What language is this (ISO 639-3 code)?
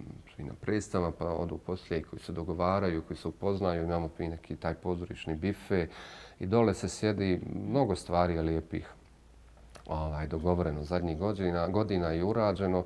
bos